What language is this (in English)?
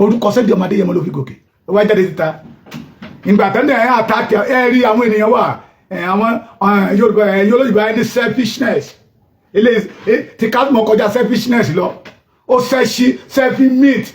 Yoruba